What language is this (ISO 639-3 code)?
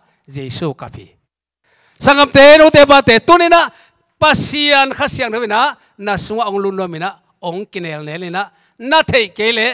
ctd